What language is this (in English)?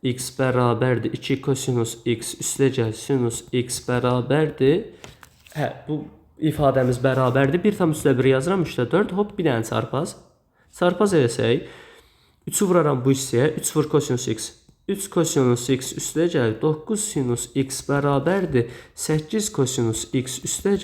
Azerbaijani